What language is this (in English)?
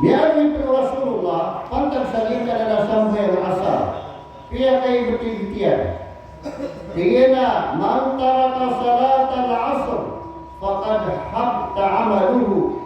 Maranao